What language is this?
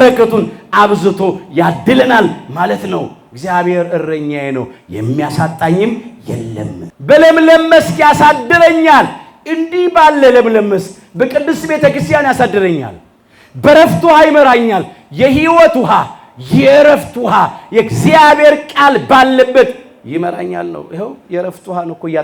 Amharic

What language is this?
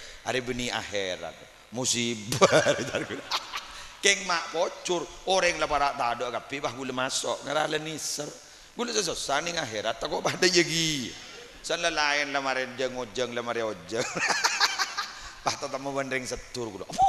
Madurese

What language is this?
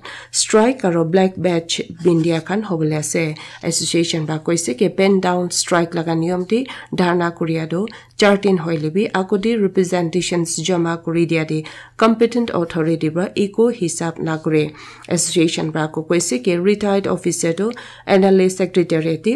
Naga Pidgin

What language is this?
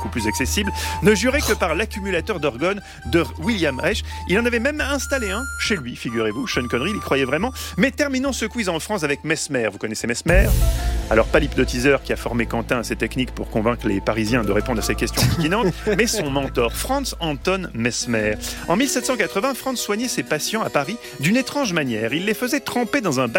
French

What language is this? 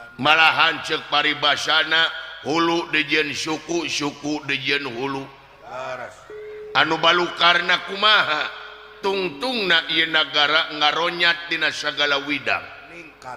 Sundanese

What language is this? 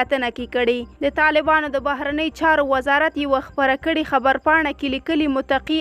Pashto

